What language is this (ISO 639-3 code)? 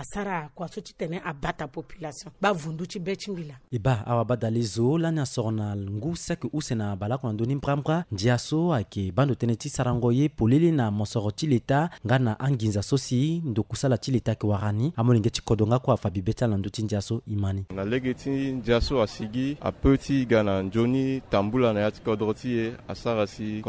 sag